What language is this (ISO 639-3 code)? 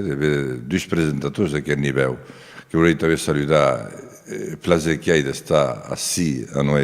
oci